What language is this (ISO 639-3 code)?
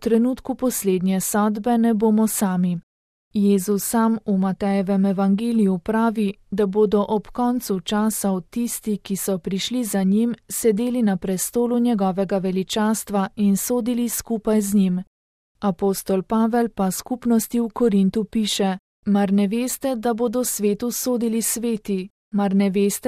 slv